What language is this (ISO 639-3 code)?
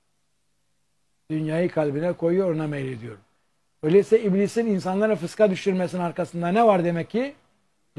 tur